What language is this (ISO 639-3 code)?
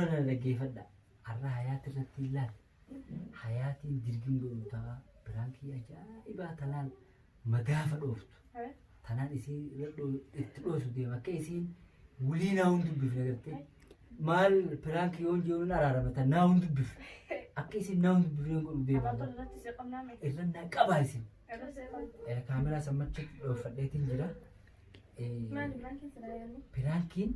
orm